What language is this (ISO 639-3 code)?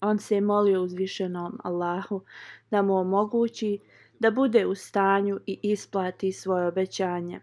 bos